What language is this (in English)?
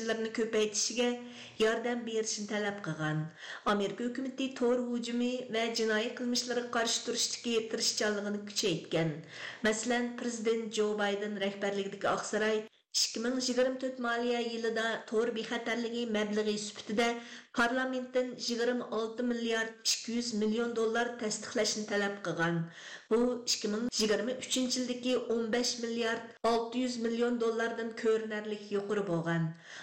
Uyghur